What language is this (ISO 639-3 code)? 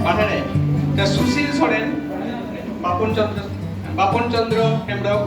sat